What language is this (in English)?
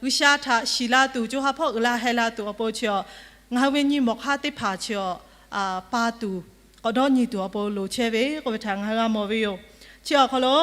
Lahu